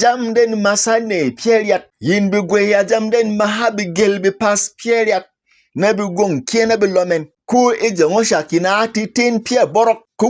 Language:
Berom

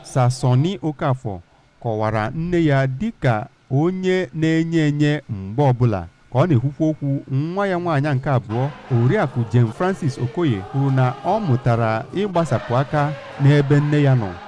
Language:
Igbo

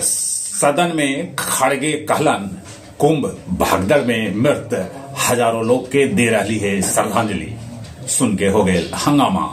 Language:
Magahi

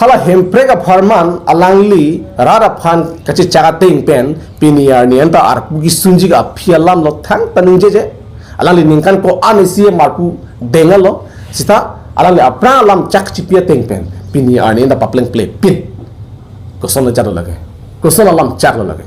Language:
Karbi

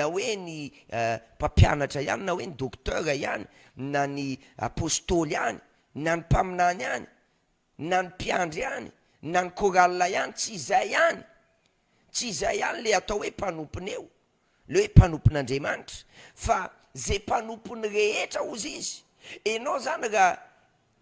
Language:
Malagasy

